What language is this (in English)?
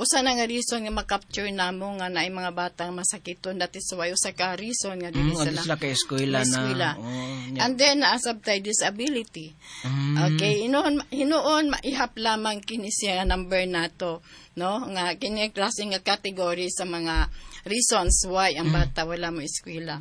Cebuano